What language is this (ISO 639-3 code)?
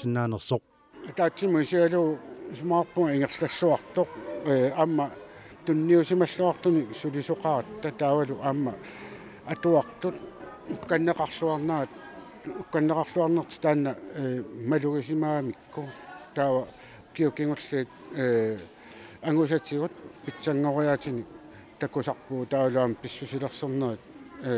kal